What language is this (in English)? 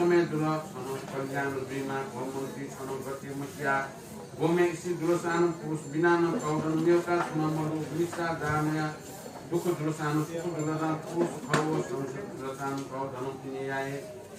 Newari